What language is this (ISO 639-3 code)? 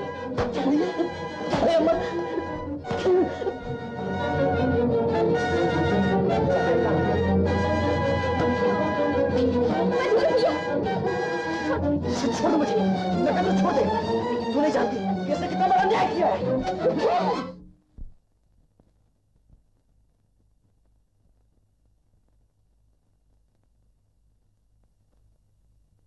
hin